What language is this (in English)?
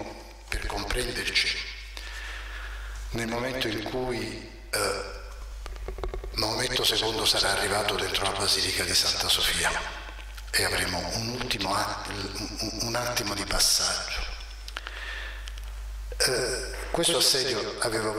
Italian